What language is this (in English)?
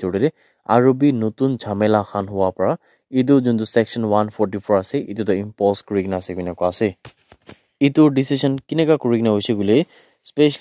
Naga Pidgin